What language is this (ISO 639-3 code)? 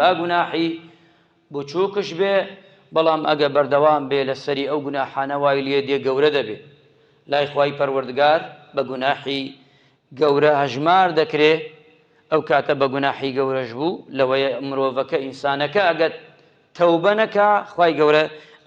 ckb